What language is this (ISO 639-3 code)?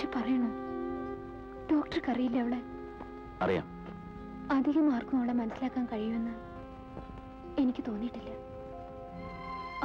mal